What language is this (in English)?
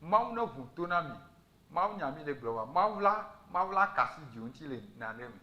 Ewe